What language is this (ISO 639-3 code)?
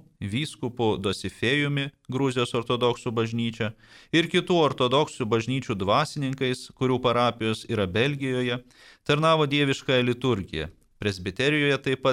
lit